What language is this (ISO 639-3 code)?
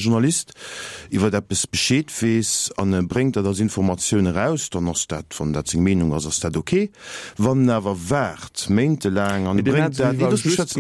ltz